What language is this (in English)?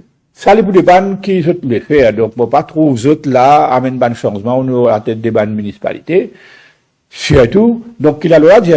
Morisyen